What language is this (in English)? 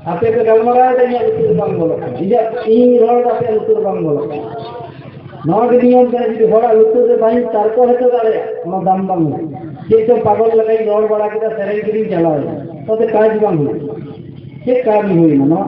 Santali